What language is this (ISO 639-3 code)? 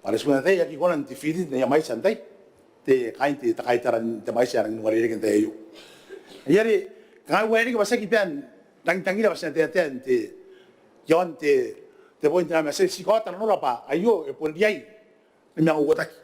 gil